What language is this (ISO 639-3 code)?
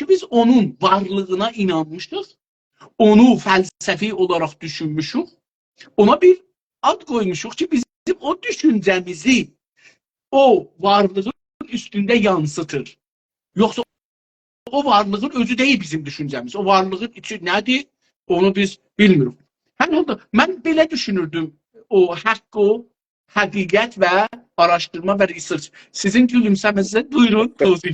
azb